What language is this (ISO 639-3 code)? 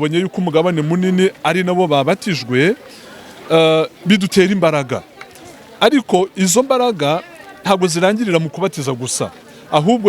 kin